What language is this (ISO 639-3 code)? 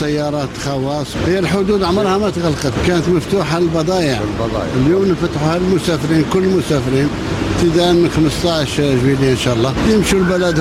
aeb